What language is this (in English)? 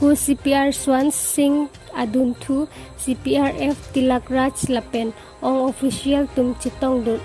Karbi